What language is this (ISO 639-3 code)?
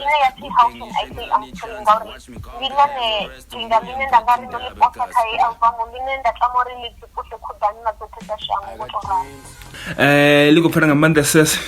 ven